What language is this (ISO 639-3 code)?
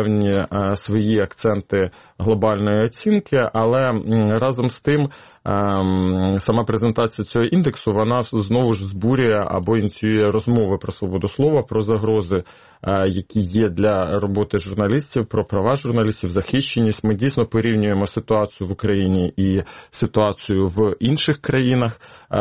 ukr